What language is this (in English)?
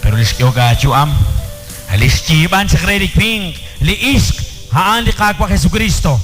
Kekchí